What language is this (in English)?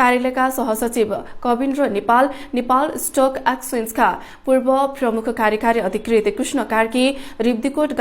Nepali